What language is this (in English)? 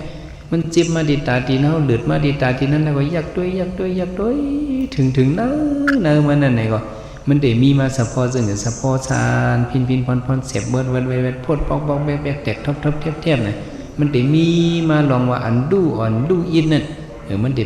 Shan